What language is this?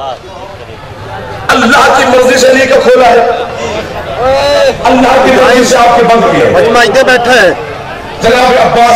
Urdu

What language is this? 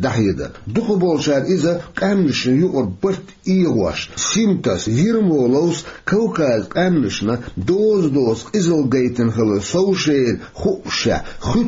Chechen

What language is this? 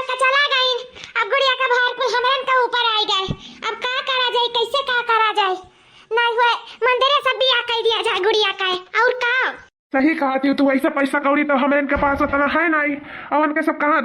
Awadhi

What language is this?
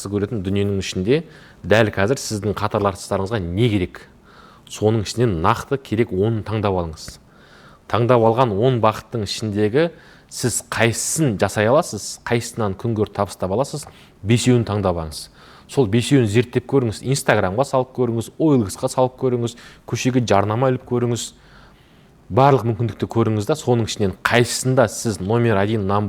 Kazakh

